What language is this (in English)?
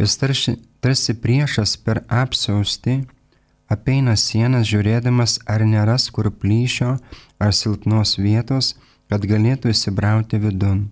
Lithuanian